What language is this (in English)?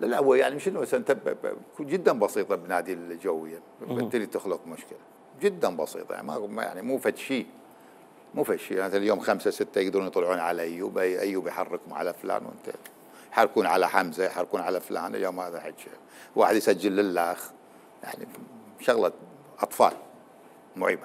Mesopotamian Arabic